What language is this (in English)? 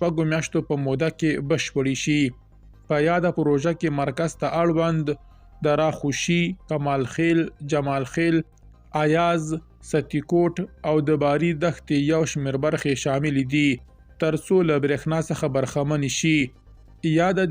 Pashto